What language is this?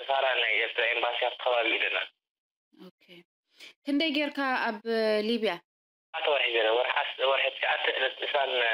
Tigrinya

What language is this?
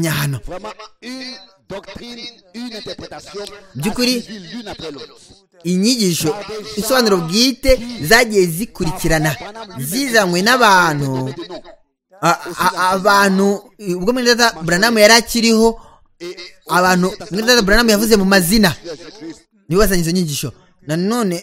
Kinyarwanda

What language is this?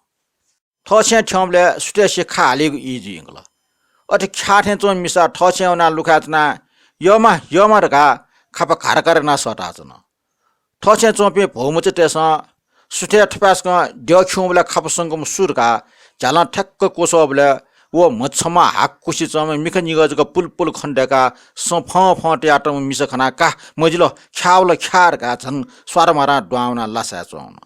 Newari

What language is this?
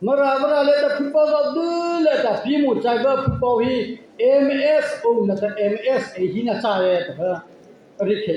Mara Chin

